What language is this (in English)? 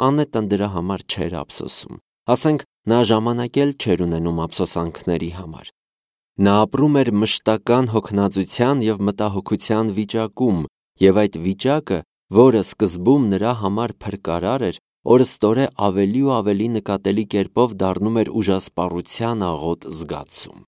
Armenian